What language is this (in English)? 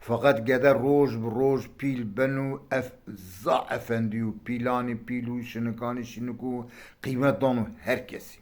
Zaza